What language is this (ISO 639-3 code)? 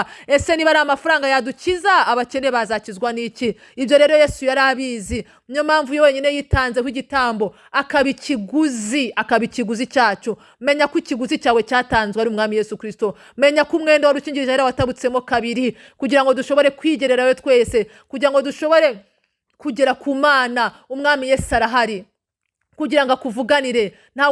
kin